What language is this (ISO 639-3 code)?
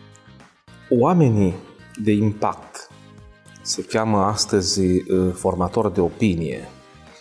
ron